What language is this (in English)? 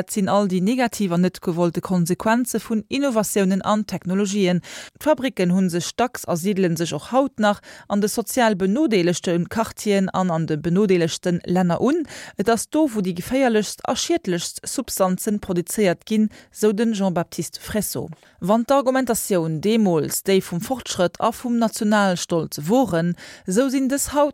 Luxembourgish